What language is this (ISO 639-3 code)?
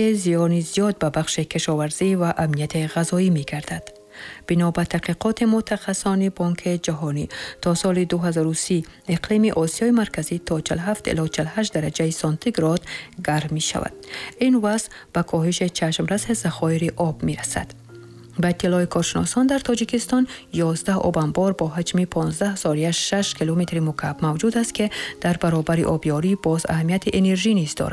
tgk